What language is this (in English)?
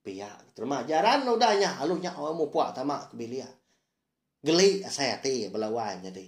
Iban